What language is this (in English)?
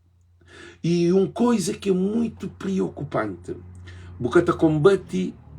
Kabuverdianu